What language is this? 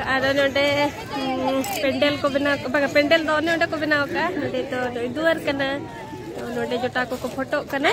Santali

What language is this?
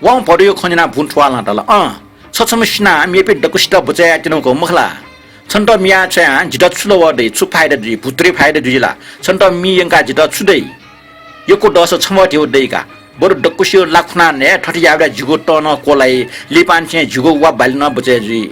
Newari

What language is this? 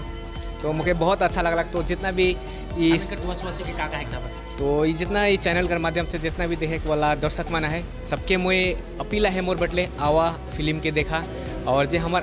Sadri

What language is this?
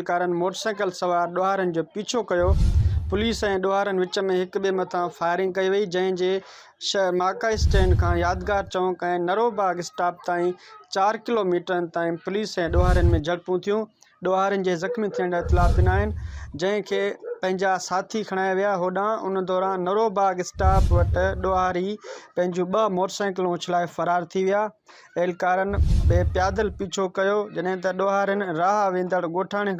Sindhi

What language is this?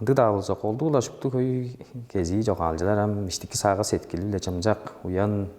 Tuvinian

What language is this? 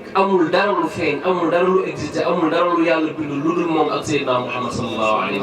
Wolof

